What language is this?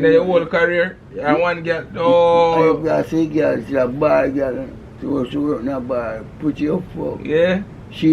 Jamaican Creole English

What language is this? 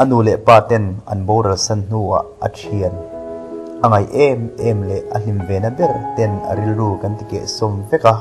Mizo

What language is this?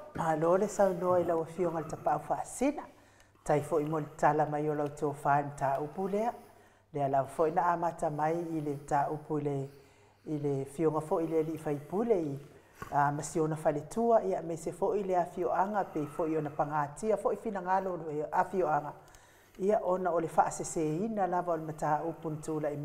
Samoan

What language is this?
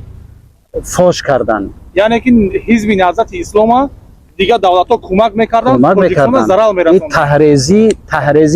Tajik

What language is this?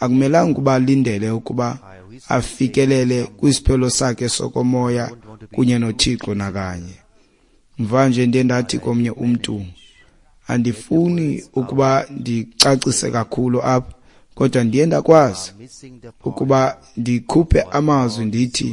Xhosa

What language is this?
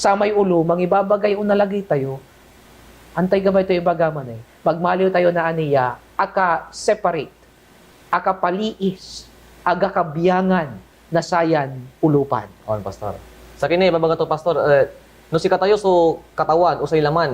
Pangasinan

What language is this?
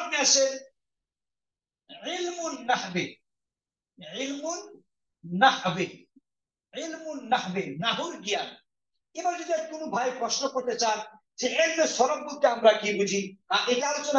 Bangla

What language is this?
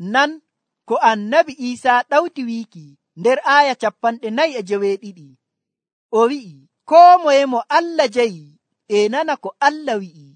Nigerian Fulfulde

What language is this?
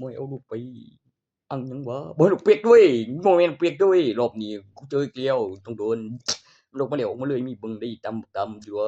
Northeastern Thai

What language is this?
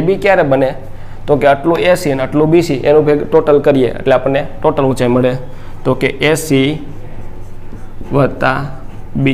Gujarati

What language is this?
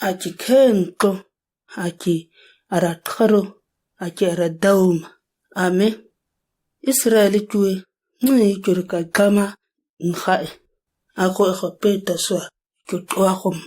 ǁGana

